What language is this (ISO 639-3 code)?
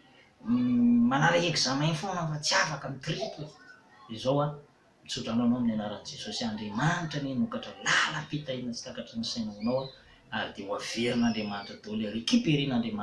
mlg